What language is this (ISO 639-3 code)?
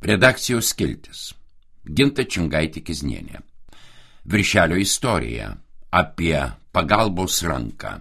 lit